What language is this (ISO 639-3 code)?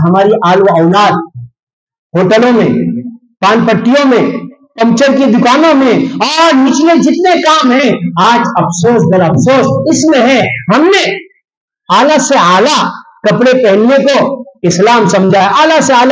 urd